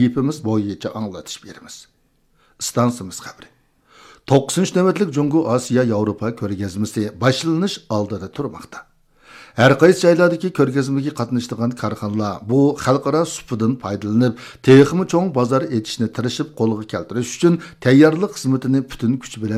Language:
Uyghur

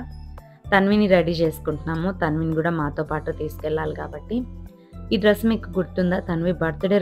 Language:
Telugu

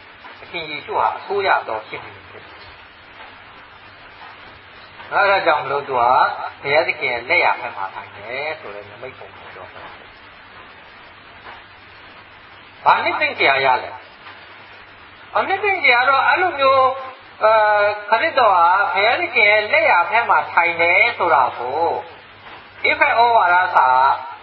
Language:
Burmese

